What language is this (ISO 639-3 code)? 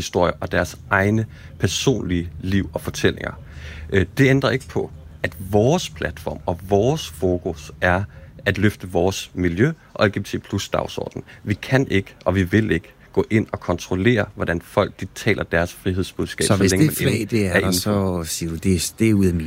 dan